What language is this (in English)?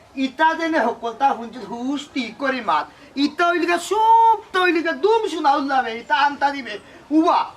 Sylheti